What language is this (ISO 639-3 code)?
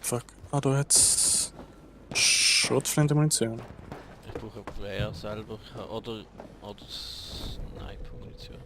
gsw